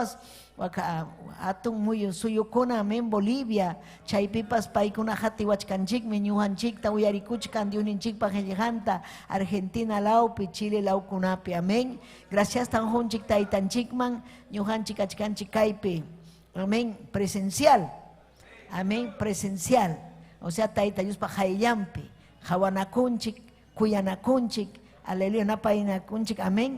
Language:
Ayacucho Quechua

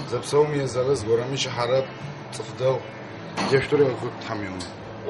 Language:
Adyghe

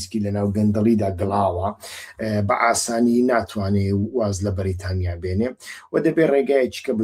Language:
Central Kurdish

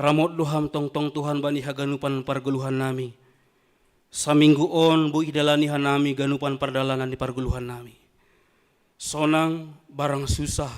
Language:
Batak Simalungun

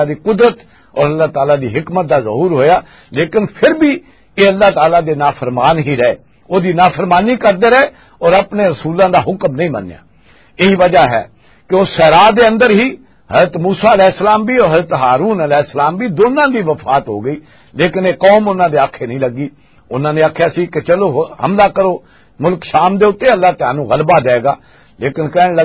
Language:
Western Panjabi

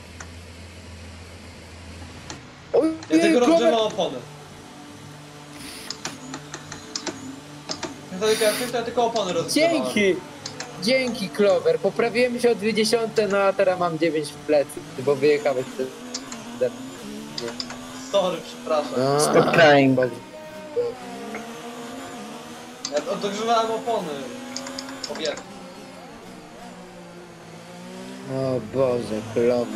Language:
Polish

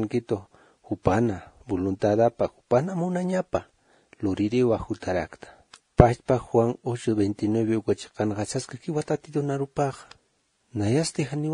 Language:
Aymara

